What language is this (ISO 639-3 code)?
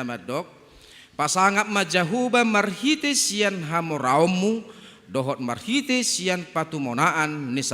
bbc